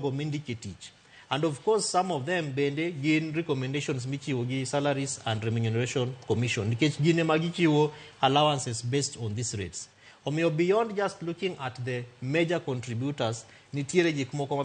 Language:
Luo (Kenya and Tanzania)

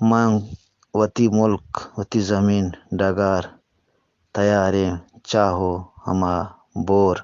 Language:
Eastern Balochi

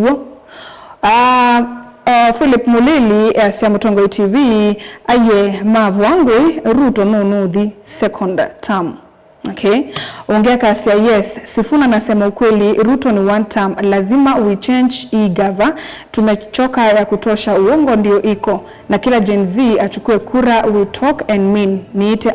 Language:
Kamba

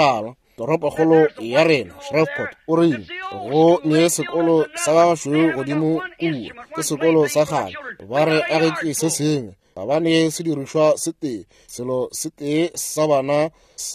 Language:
Northern Sotho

